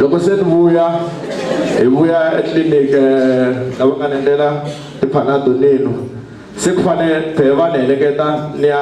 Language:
Tsonga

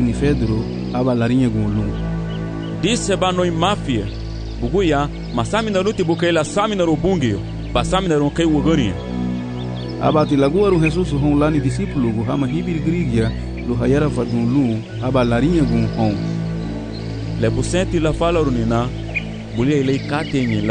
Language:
Garifuna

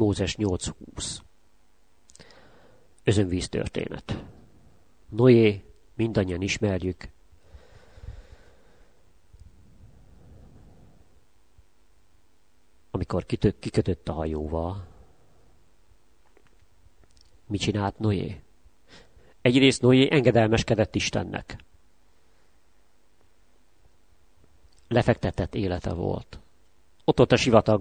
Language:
Hungarian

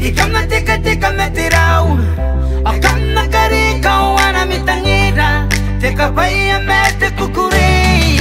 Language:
Gilbertese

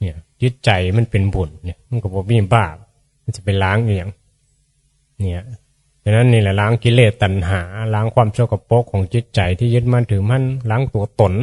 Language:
Northeastern Thai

